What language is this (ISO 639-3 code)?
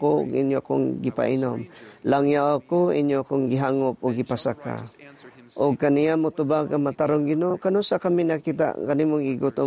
ceb